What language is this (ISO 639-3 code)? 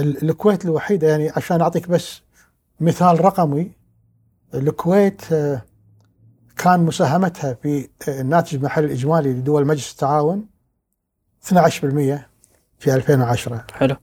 afb